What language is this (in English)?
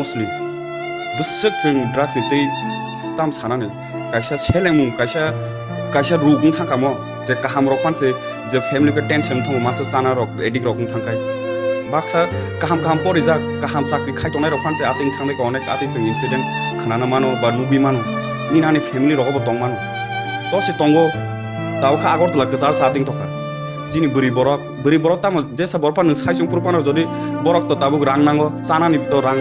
Kok Borok